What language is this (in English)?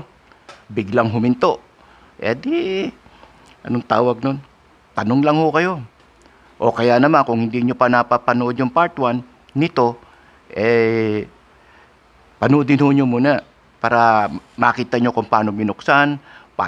Filipino